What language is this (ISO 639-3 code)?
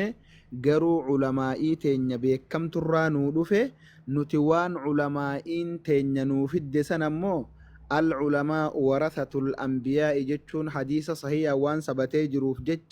orm